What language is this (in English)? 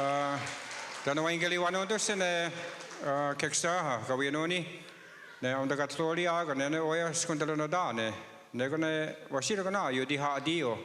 Mohawk